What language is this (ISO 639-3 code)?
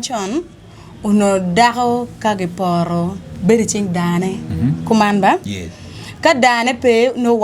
ach